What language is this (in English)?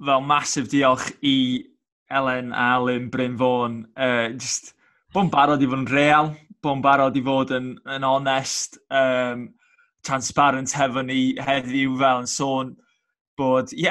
Welsh